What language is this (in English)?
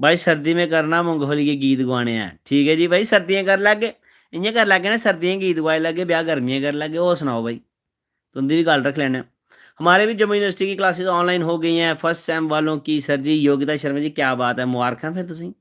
Dogri